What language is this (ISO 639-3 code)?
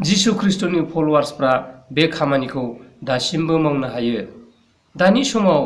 brx